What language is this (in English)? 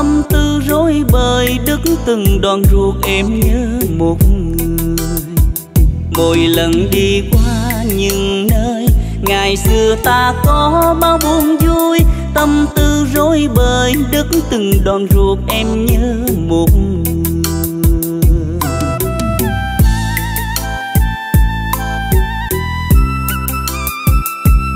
Vietnamese